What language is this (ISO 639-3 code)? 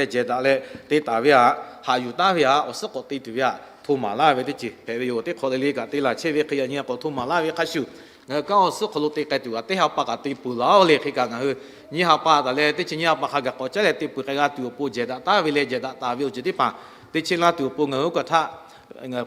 lhu